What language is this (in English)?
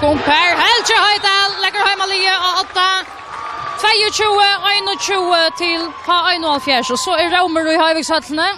Faroese